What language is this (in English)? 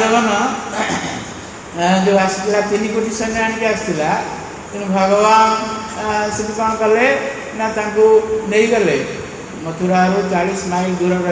Odia